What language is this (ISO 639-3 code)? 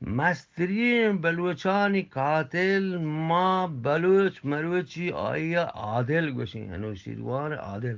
bgp